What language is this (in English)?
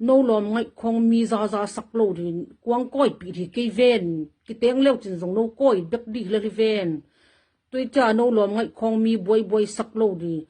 Tedim Chin